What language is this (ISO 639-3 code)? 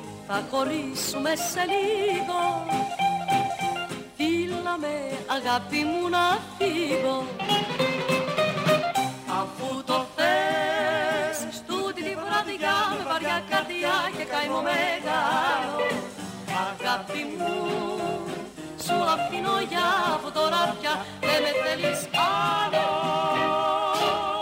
ell